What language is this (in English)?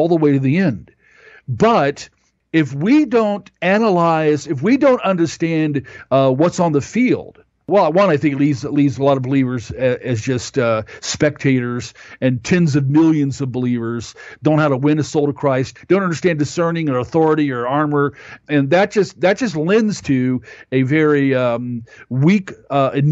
English